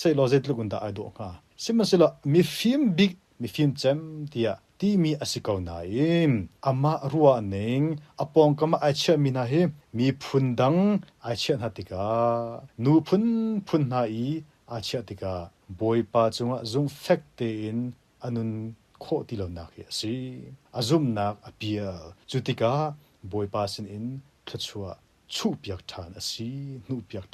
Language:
Hakha Chin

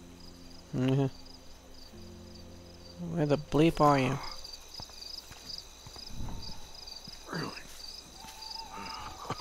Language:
English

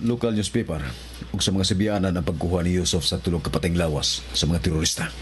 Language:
Cebuano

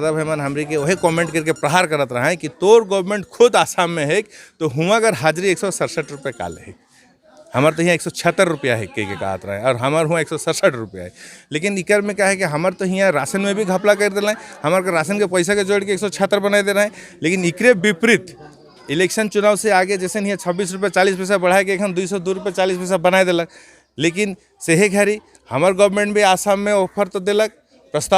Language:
Sadri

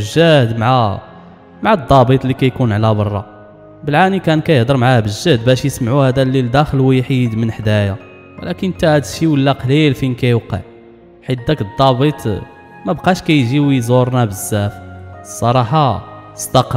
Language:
Moroccan Arabic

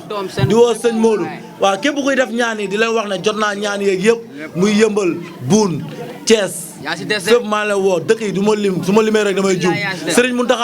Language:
Wolof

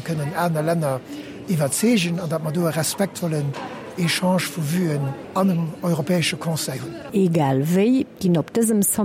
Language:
Luxembourgish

